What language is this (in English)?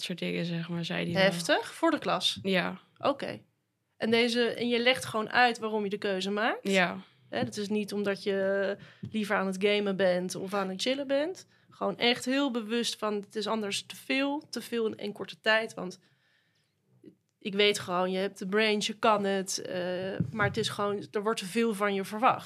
Dutch